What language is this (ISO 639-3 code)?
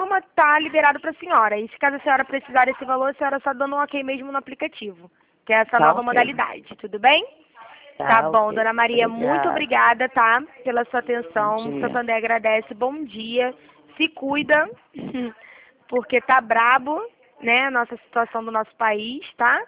por